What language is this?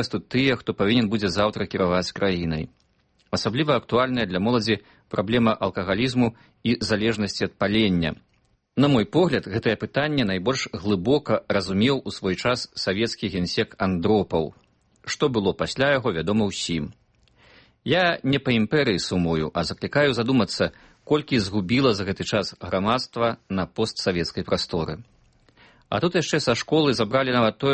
Belarusian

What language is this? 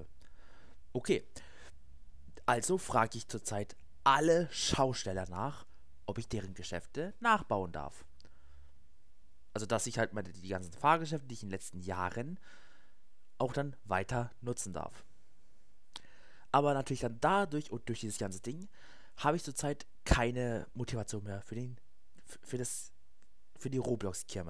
German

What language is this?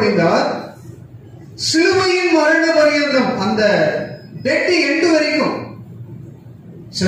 Tamil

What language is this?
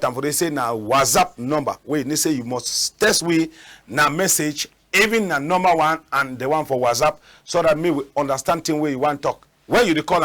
Cameroon Pidgin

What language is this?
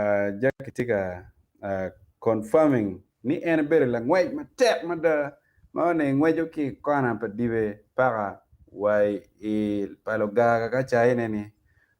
Acoli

